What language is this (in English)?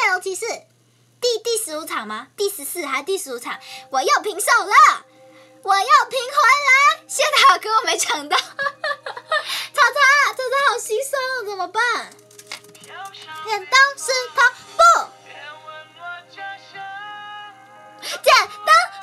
Chinese